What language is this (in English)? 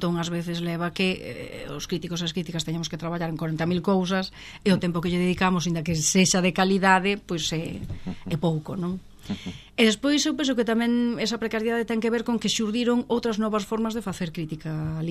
Galician